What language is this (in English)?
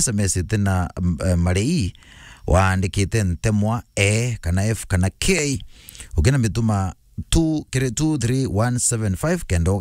Meru